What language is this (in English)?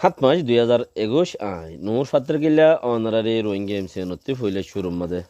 Rohingya